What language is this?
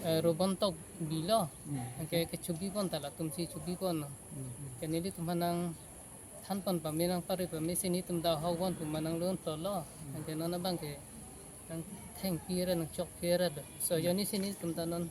Karbi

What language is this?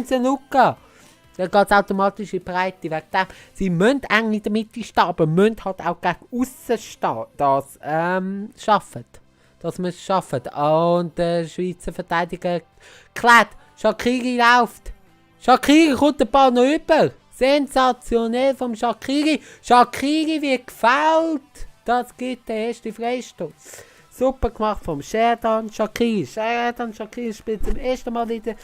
Swiss German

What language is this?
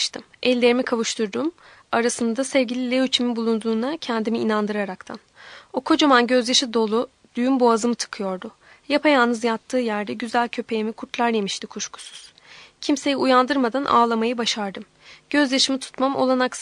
Turkish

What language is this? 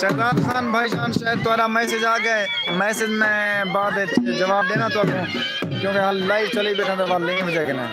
Saraiki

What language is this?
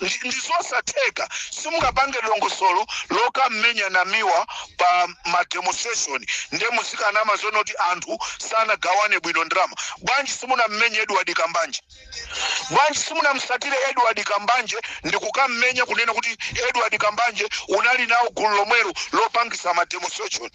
Nyanja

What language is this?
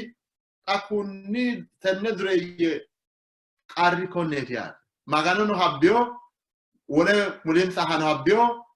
Sidamo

